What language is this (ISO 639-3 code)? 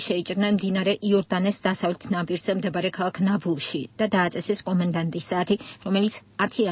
kat